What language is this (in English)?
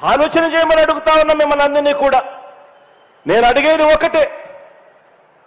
Telugu